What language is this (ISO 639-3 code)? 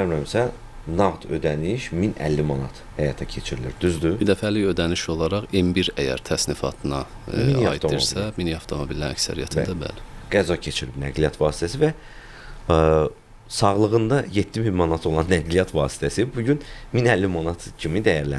aze